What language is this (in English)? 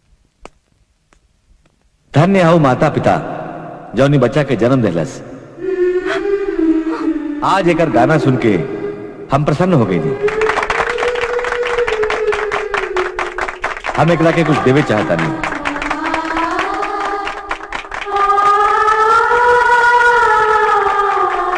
Bhojpuri